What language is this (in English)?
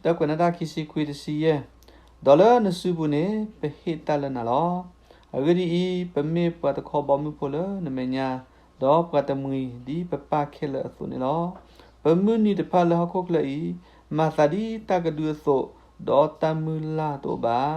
S'gaw Karen